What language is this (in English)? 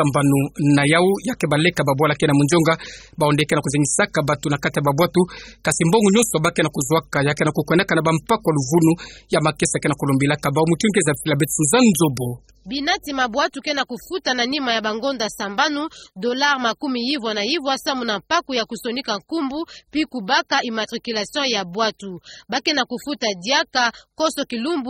Kituba (Democratic Republic of Congo)